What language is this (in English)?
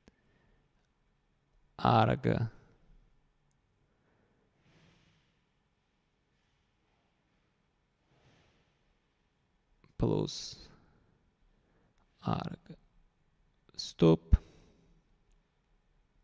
Slovak